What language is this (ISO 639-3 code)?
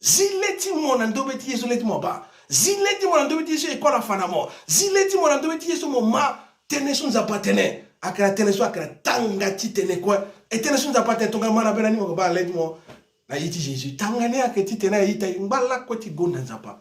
sag